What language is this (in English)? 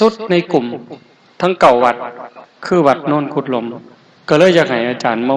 Lao